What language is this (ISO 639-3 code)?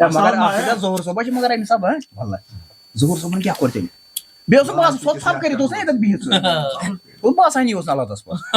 kas